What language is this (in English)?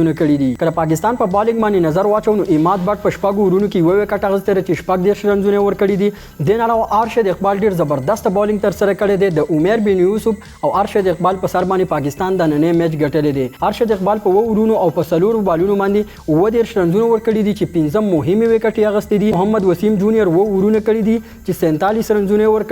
Pashto